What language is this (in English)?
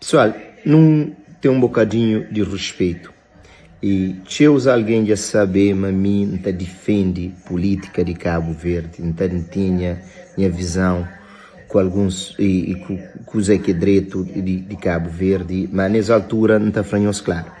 Kabuverdianu